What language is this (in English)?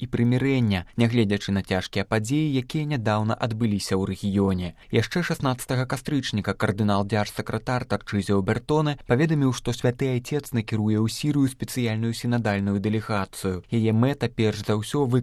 Belarusian